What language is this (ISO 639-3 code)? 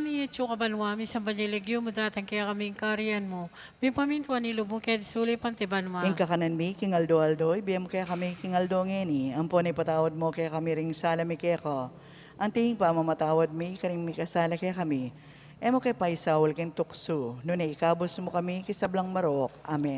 pam